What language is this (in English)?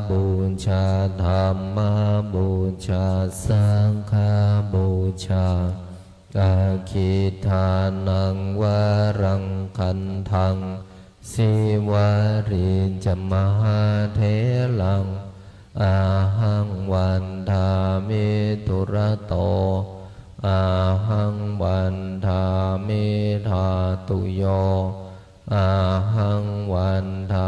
Pali